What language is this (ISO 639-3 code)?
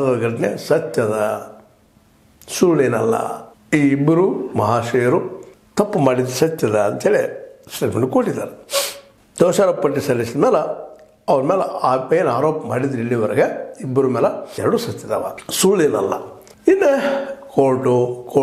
kan